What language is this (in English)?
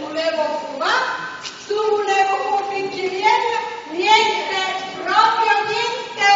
Neapolitan